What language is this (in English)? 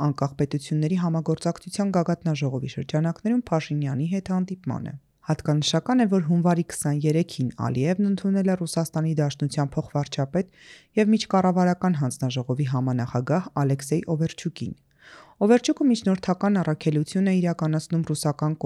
Armenian